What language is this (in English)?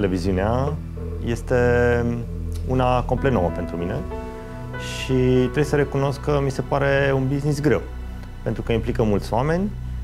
Romanian